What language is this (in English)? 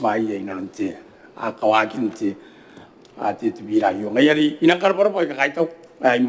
Gilbertese